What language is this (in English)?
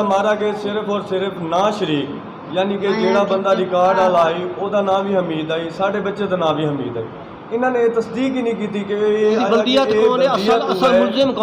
Saraiki